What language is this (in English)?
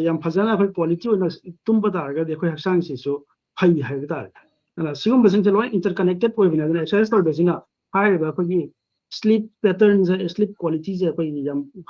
Manipuri